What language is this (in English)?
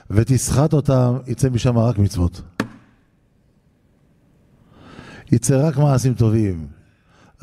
Hebrew